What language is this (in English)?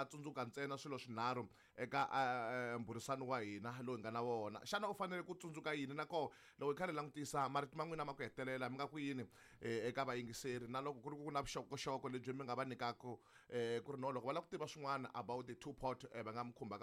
Tsonga